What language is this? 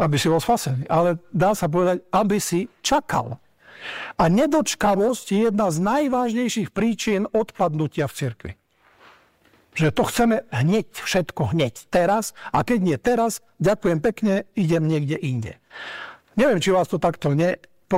Slovak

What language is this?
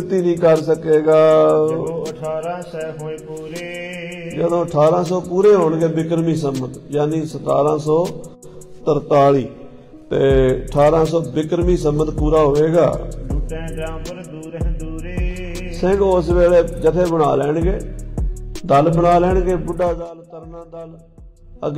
Punjabi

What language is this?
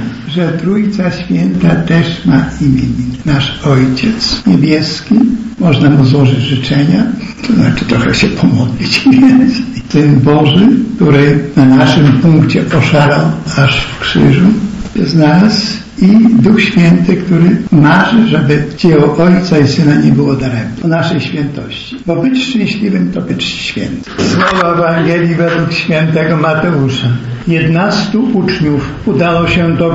Polish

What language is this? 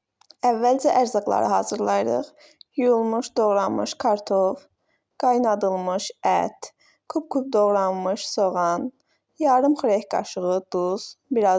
Azerbaijani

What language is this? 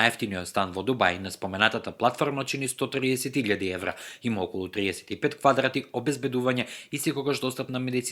Macedonian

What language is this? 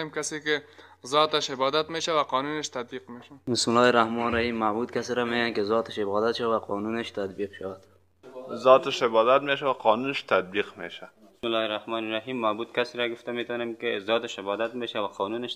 Persian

